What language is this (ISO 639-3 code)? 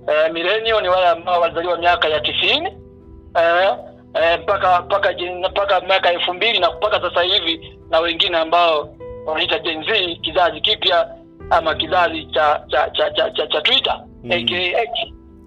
swa